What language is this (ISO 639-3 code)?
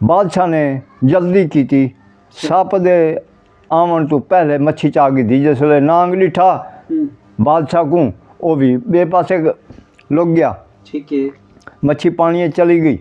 skr